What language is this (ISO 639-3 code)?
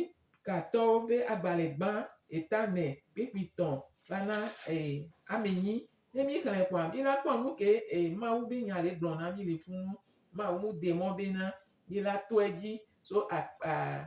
gej